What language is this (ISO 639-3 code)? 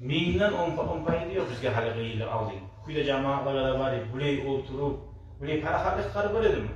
kum